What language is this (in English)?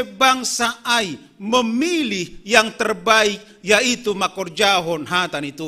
Batak Simalungun